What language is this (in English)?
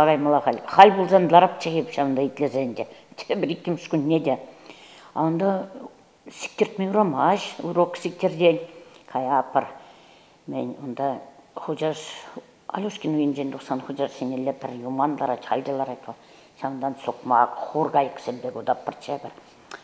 Chuvash